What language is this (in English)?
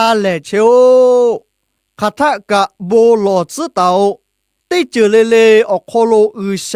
Lahu